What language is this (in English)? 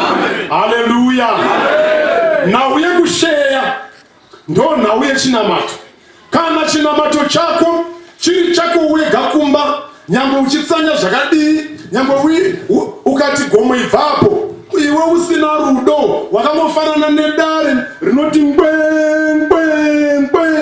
Shona